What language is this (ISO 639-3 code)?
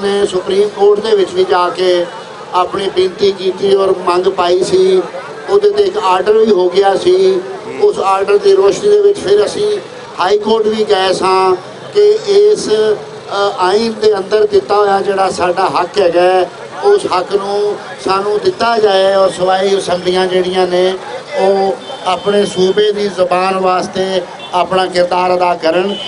lah